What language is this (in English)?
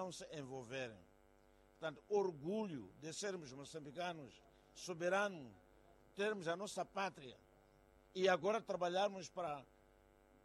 Portuguese